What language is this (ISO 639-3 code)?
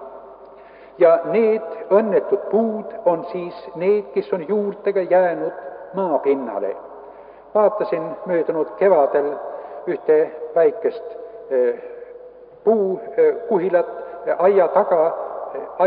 est